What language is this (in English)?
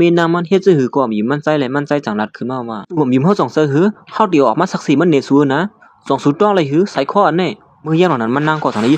Shan